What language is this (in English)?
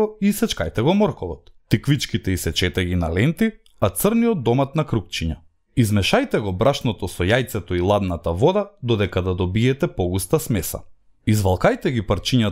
Macedonian